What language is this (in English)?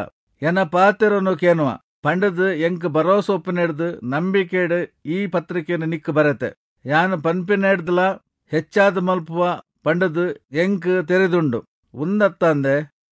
Tulu